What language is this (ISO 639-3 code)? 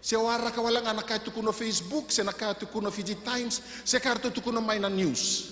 fij